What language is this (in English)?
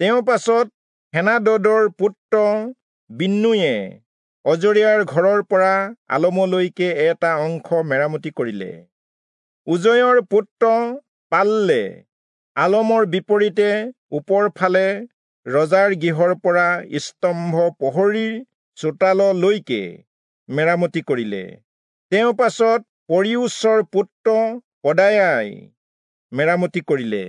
Assamese